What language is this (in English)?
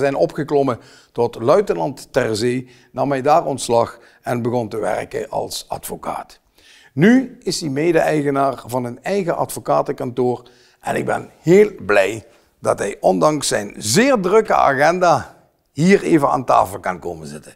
Dutch